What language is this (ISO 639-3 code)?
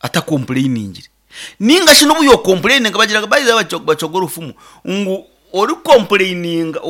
nyn